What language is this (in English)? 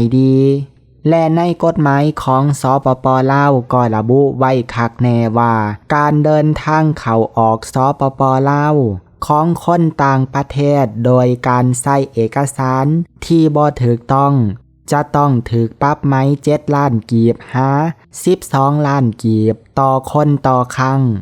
Lao